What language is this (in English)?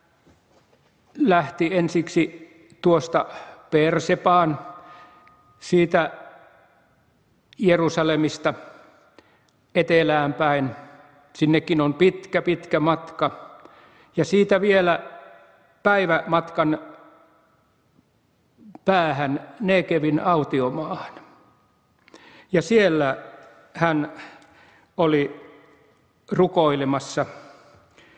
Finnish